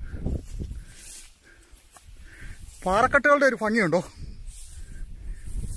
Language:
Malayalam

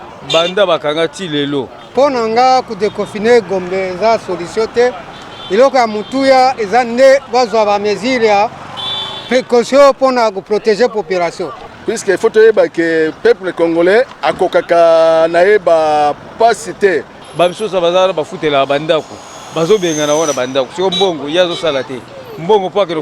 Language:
Lingala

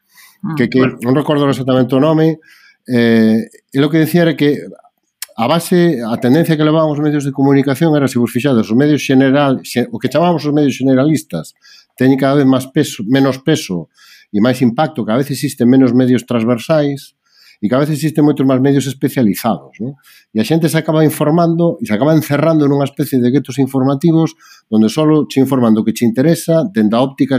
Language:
Galician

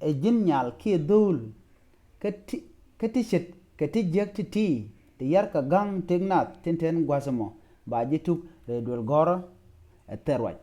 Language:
Nuer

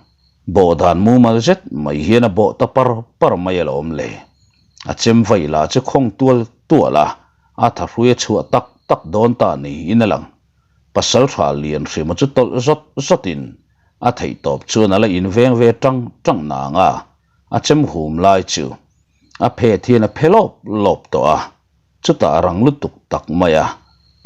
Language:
Mizo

